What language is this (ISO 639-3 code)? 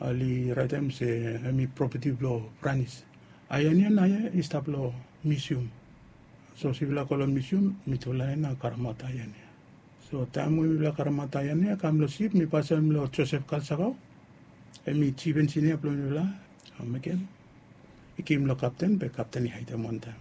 bis